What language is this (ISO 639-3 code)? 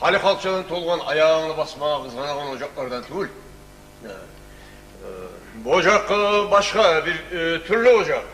kum